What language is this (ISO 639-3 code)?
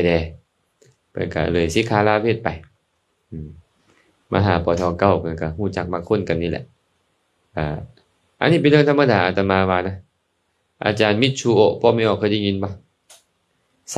lao